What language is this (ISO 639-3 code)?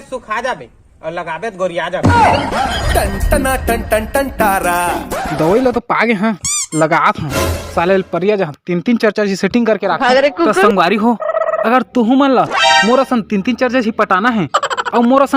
hne